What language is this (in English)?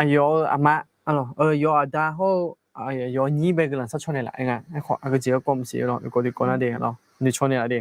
Akha